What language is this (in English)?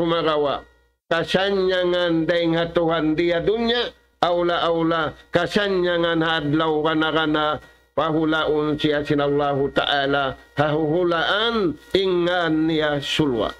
Tausug